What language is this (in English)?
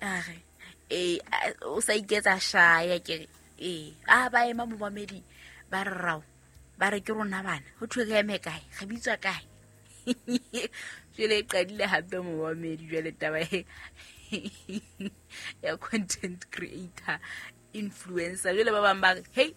Southern Sotho